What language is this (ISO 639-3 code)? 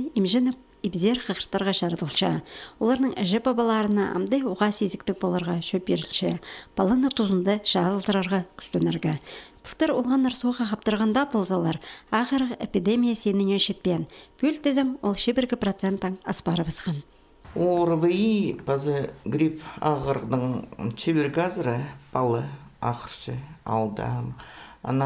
kjh